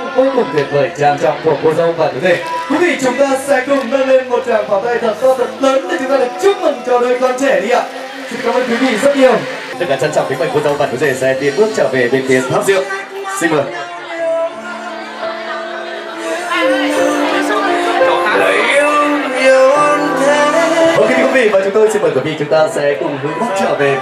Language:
Vietnamese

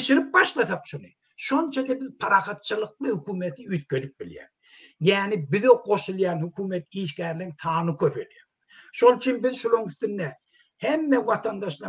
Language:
Turkmen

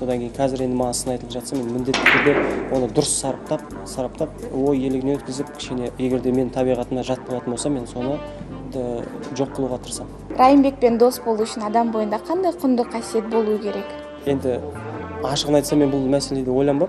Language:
Kazakh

